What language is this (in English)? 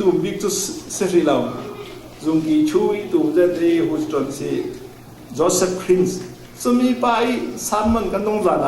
Falam Chin